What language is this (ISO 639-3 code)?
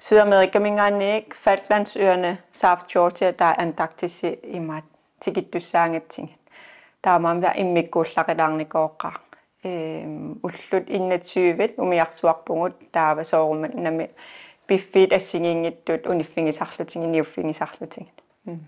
kal